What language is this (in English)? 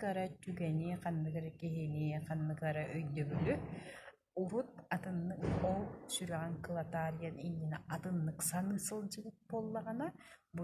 Yakut